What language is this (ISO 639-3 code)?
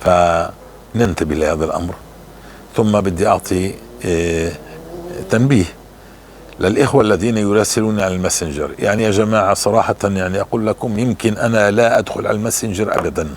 apc